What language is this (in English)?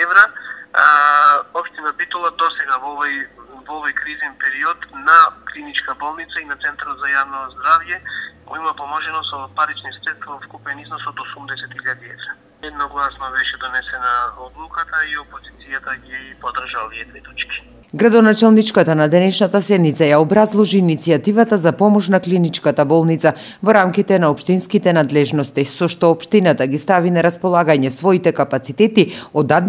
Macedonian